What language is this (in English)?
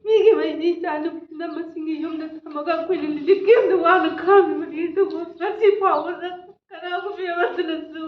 Manipuri